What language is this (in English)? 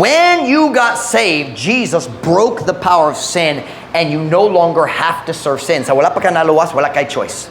Cebuano